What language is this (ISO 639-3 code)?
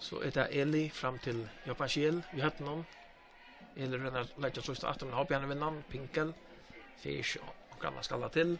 fao